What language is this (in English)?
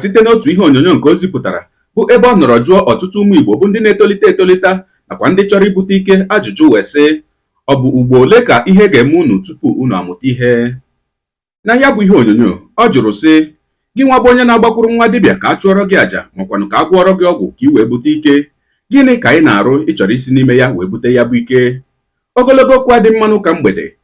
Igbo